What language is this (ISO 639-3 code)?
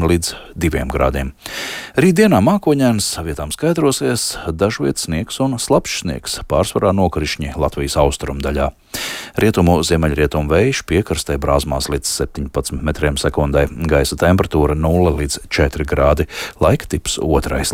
lav